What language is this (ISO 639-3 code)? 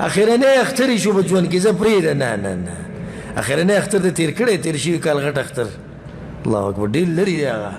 pus